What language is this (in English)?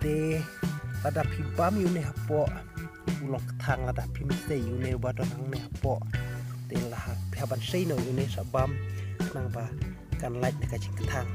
Khasi